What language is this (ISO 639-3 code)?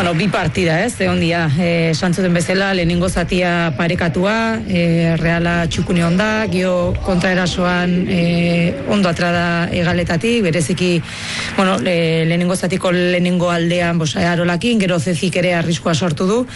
eus